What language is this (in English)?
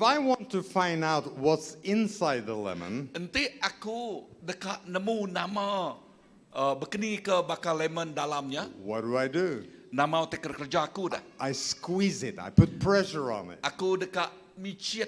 Iban